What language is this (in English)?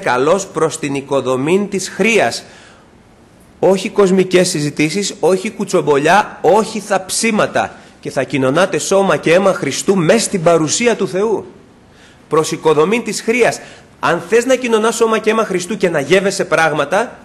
Greek